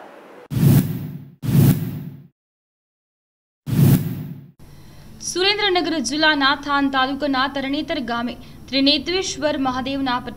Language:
Gujarati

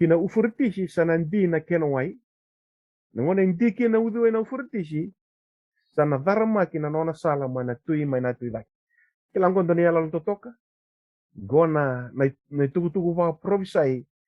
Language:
Fijian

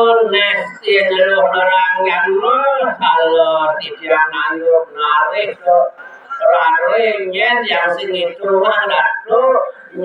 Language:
Balinese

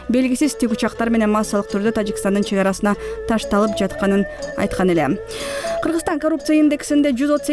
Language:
Kyrgyz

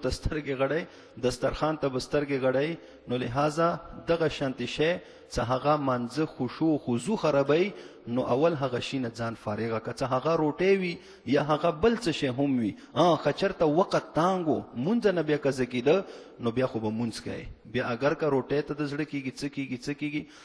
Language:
Pashto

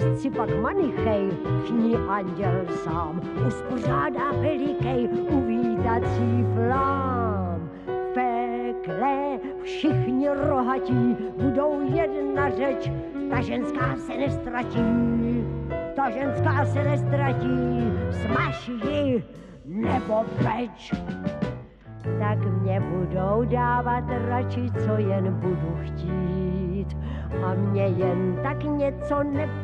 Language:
Czech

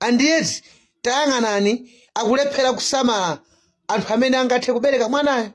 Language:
Nyanja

